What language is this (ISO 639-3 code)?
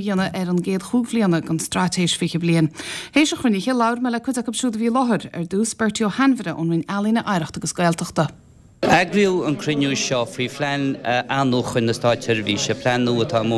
gle